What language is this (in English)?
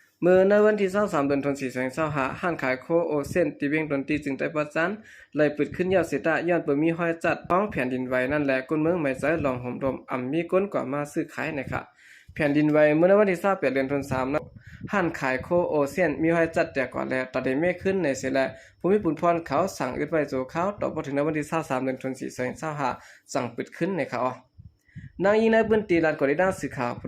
Shan